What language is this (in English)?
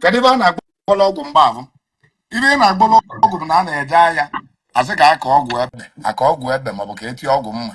Igbo